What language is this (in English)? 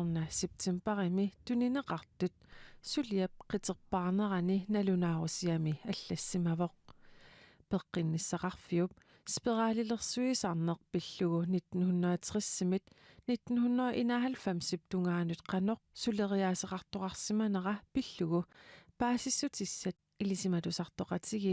Kalaallisut